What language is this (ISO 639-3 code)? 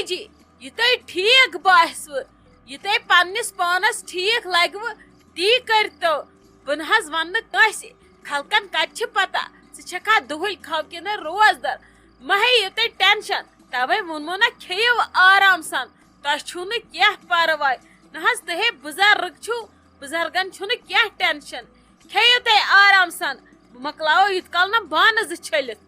kas